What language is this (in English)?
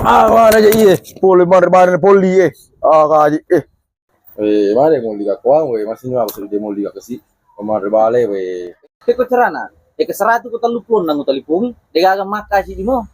Buginese